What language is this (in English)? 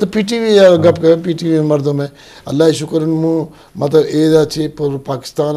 Eastern Balochi